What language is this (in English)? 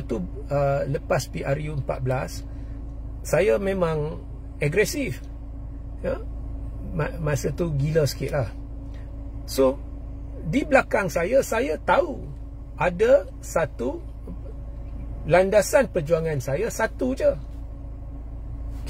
Malay